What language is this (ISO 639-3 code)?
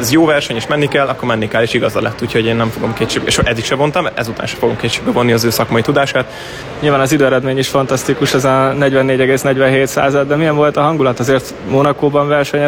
hun